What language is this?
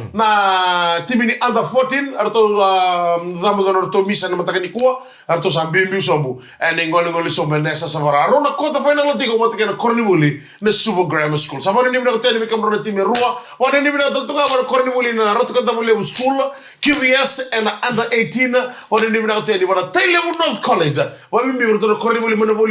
Fijian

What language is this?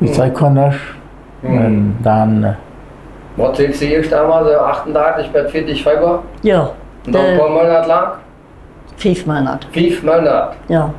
Plautdietsch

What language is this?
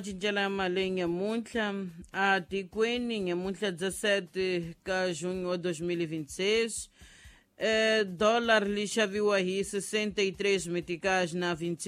Tsonga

